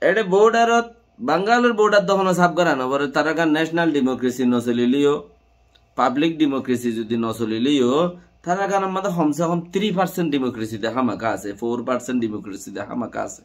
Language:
Rohingya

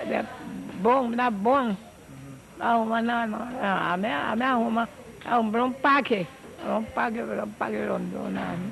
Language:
Papiamento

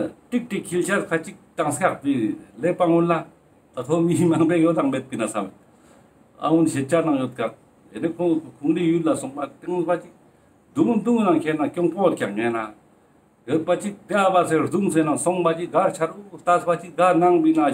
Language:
Ladakhi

